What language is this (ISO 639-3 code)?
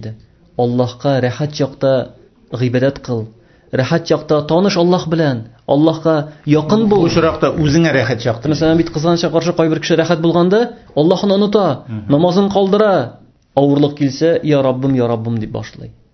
tat